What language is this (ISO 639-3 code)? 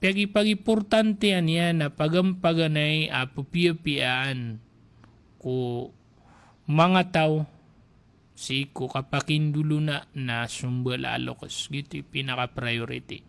mrw